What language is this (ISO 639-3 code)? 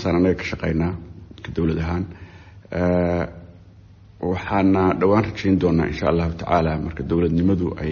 som